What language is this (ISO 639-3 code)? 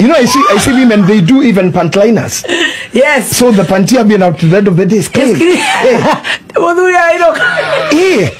kik